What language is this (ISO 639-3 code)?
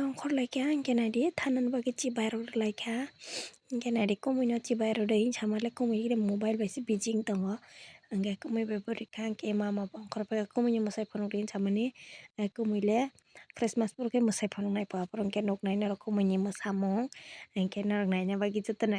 trp